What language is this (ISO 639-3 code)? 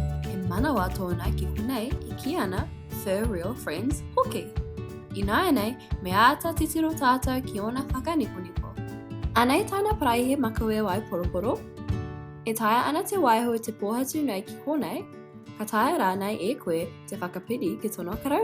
mri